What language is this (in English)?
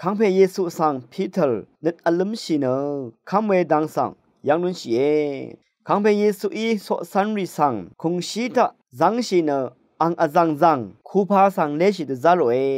Rawang